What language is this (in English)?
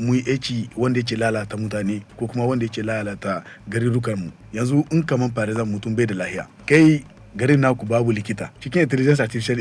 Hausa